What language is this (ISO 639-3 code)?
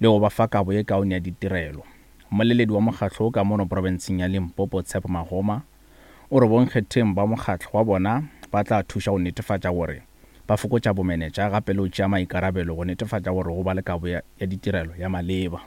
nso